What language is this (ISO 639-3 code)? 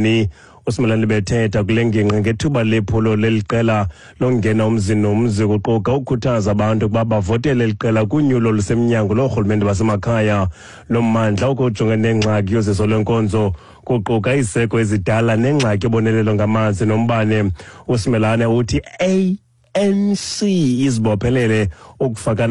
xho